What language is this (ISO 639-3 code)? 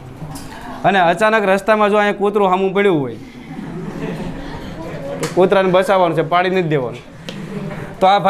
guj